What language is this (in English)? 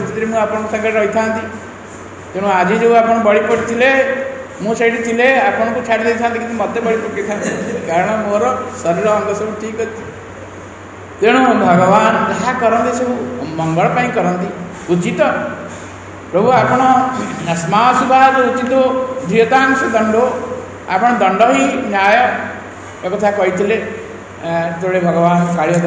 Odia